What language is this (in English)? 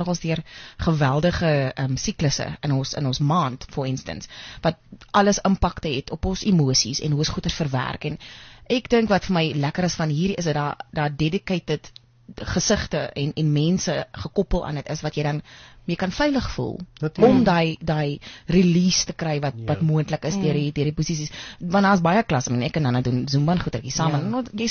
Afrikaans